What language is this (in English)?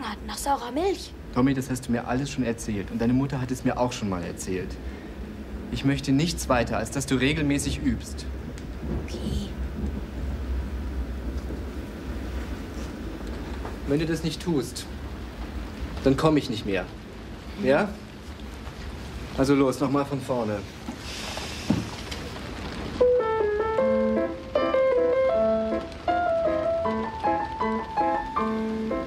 German